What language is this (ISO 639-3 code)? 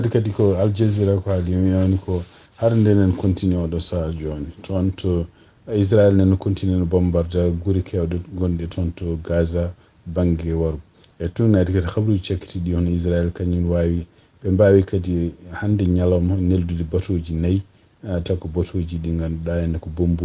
ful